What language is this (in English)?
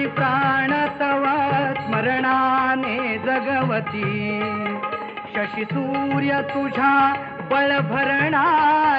Marathi